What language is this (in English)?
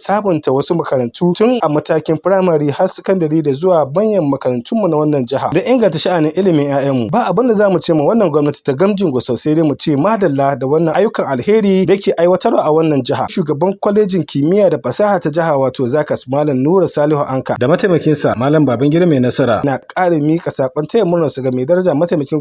Hausa